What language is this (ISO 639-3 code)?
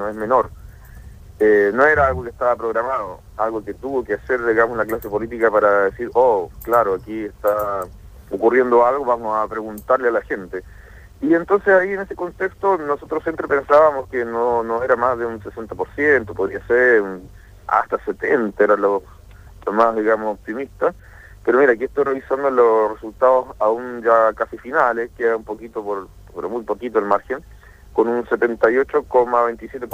spa